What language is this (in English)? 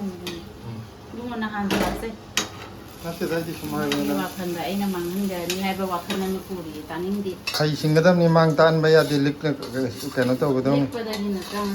Manipuri